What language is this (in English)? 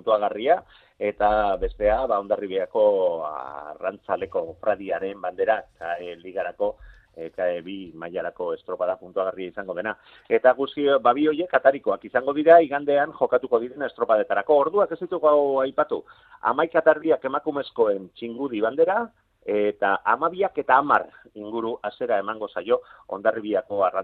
Basque